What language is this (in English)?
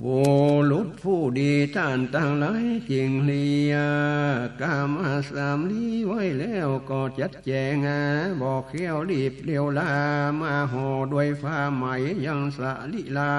Northern Thai